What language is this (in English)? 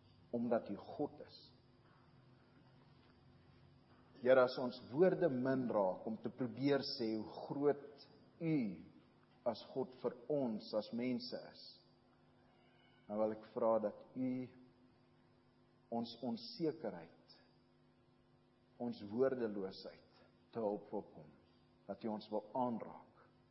Afrikaans